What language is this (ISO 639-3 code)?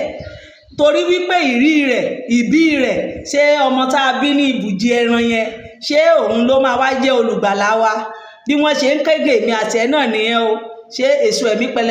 yor